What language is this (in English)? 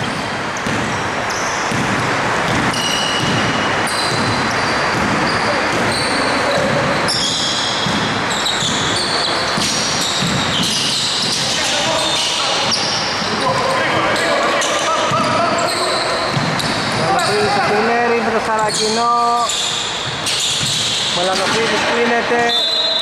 Greek